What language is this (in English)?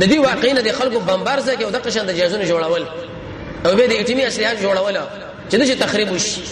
Pashto